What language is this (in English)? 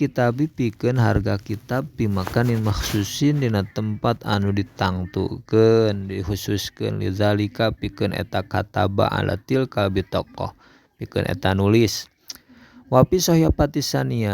Sundanese